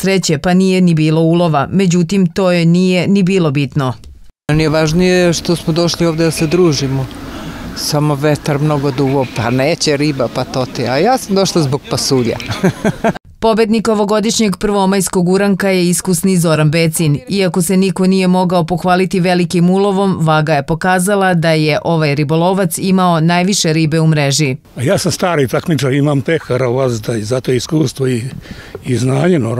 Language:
Serbian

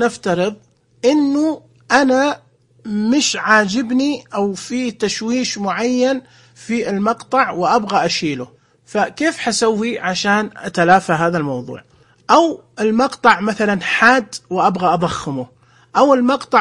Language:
Najdi Arabic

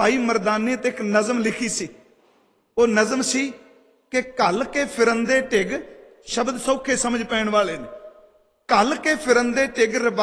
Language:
Punjabi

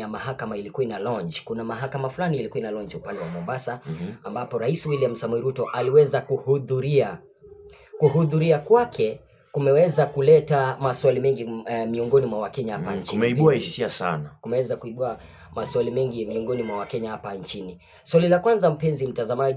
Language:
Swahili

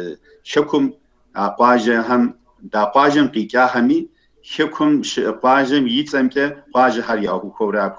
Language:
Kabardian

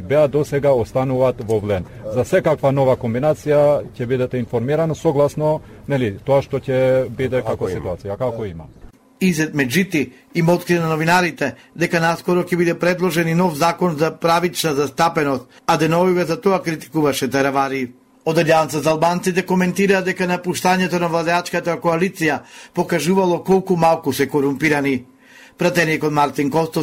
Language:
Macedonian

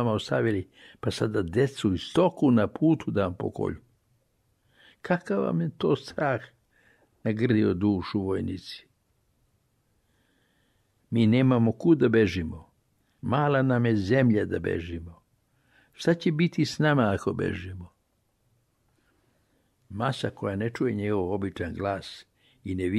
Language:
Serbian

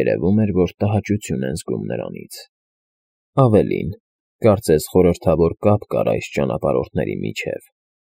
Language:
Armenian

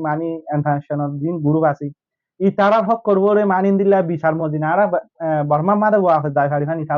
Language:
Rohingya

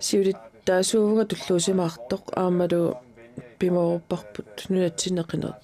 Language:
Kalaallisut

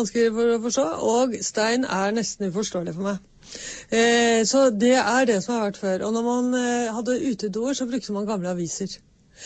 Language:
Norwegian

